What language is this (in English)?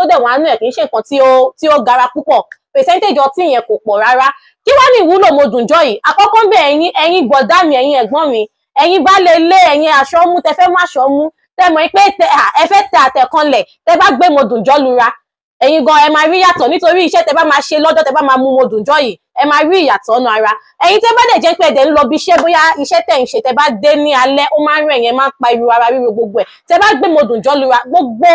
Yoruba